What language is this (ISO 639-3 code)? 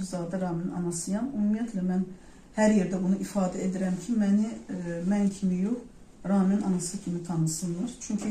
aze